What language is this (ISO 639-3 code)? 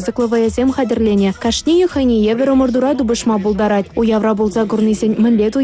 chv